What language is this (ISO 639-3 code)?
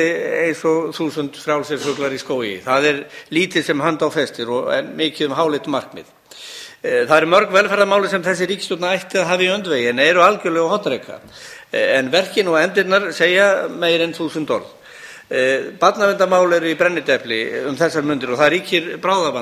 isl